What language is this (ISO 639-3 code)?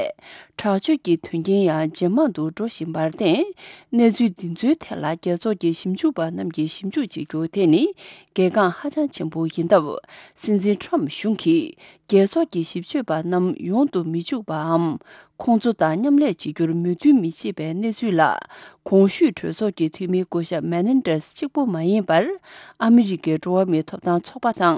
bod